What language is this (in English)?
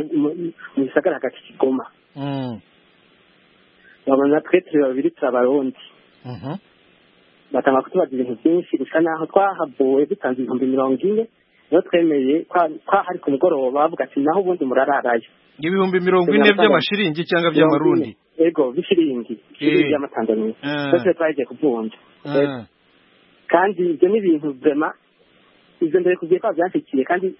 Kinyarwanda